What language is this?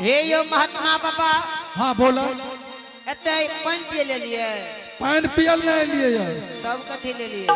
Angika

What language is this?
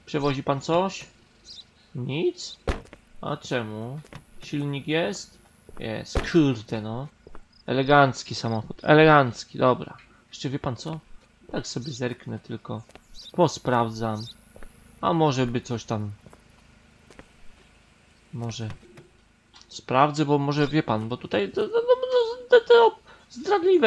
Polish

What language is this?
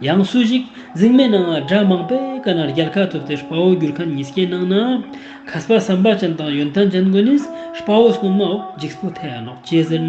Ladakhi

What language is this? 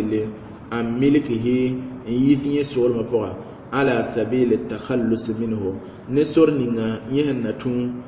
Mossi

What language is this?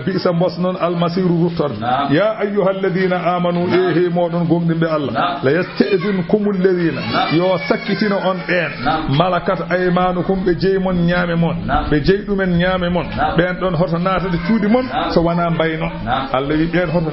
Fula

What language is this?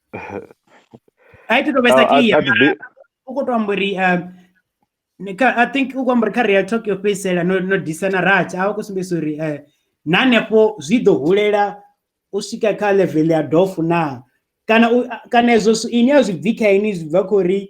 Venda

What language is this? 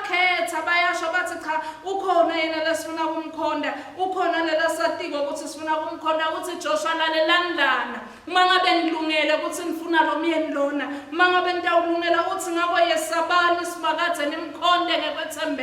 Swati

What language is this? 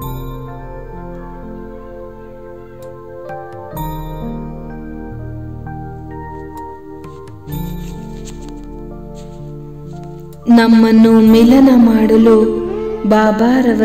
Kannada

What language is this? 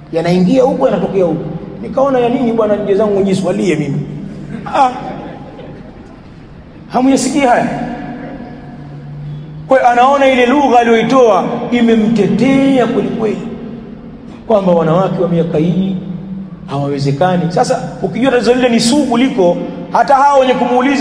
Swahili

